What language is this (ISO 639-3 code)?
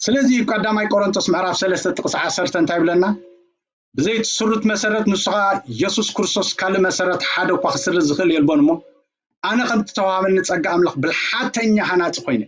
tir